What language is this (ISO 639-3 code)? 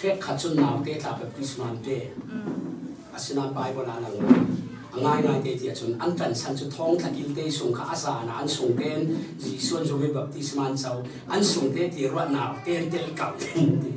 cfm